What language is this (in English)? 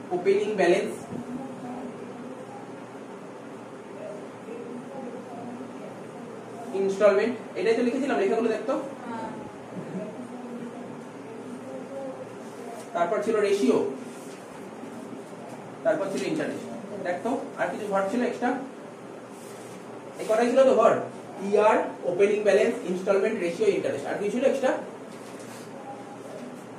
Bangla